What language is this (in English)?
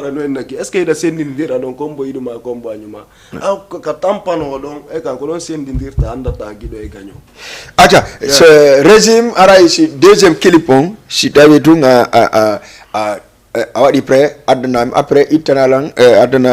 Fula